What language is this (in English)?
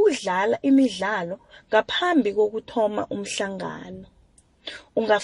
South Ndebele